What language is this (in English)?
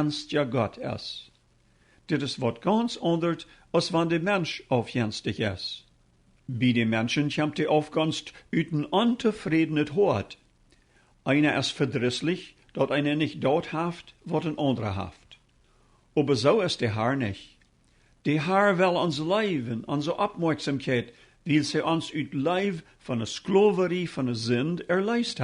Plautdietsch